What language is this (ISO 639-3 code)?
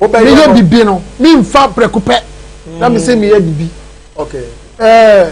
aka